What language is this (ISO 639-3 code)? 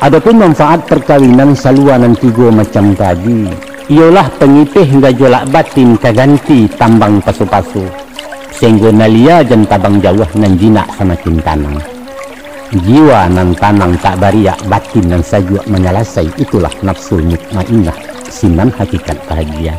min